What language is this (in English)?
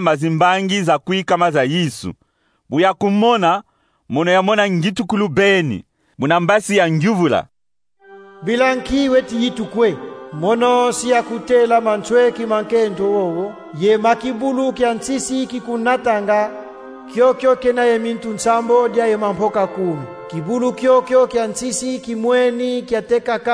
Kongo